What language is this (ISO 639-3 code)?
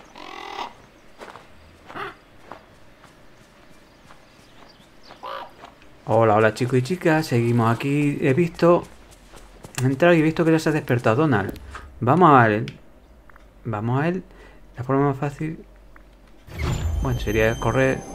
spa